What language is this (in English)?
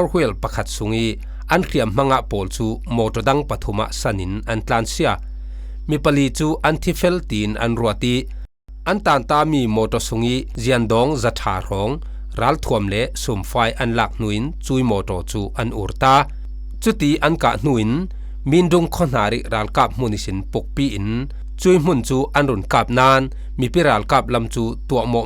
Falam Chin